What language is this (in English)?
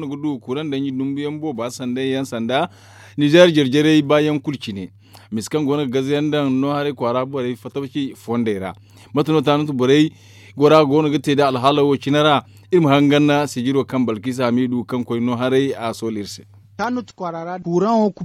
Zarma